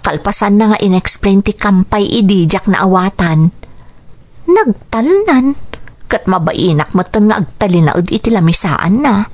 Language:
Iloko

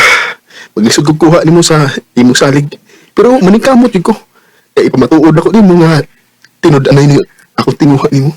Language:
Cebuano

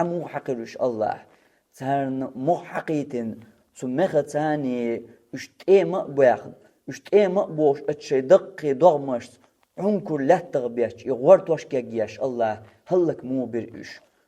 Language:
Chechen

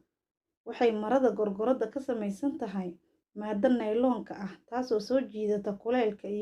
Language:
Somali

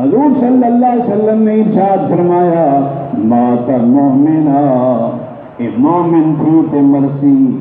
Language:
Saraiki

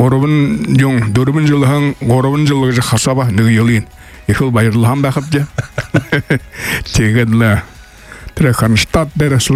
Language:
Buriat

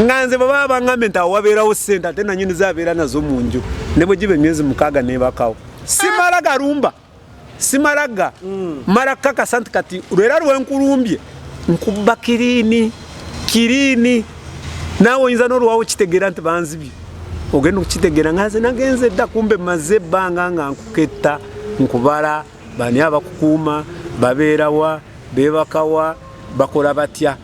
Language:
Ganda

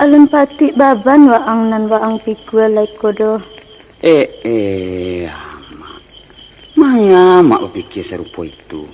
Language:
Minangkabau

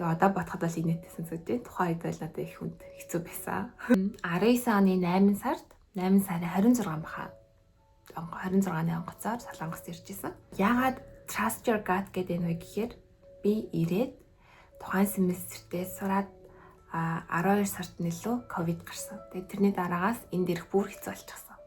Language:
Mongolian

